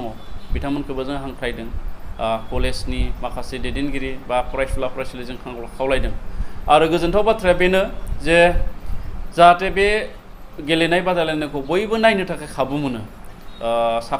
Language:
Bodo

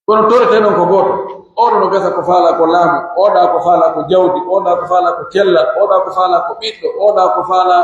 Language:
Pular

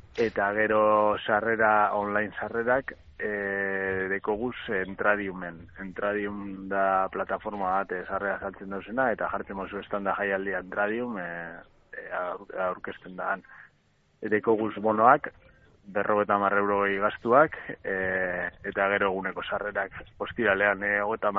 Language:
Basque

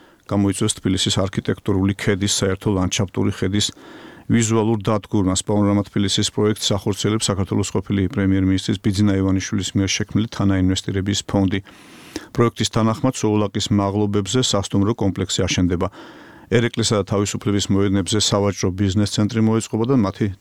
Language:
Georgian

